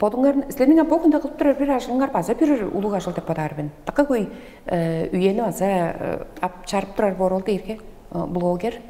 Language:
Tuvinian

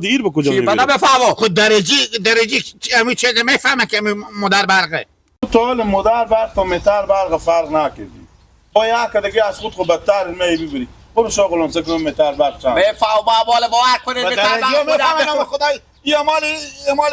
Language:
Hazaragi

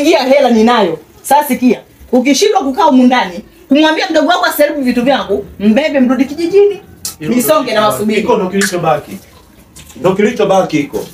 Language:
Swahili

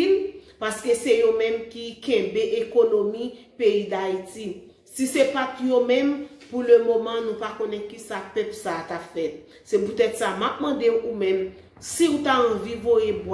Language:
Haitian Creole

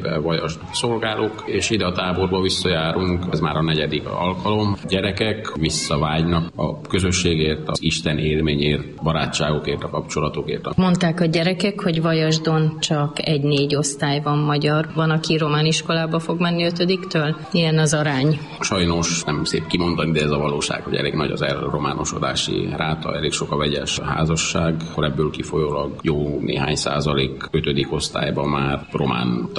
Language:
Hungarian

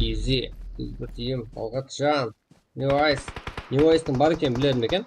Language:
Kara-Kalpak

